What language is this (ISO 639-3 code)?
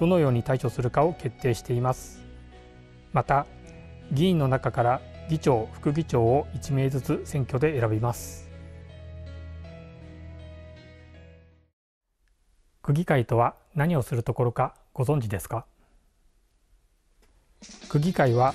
jpn